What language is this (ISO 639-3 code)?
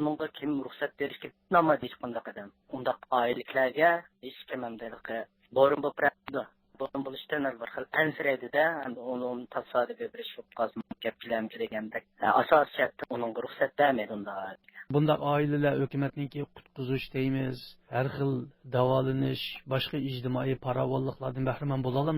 uig